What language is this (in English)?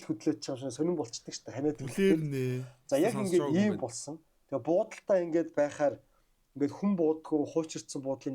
Mongolian